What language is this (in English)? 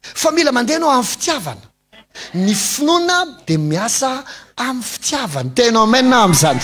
Malagasy